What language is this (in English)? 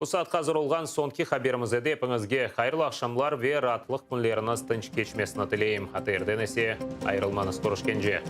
Crimean Tatar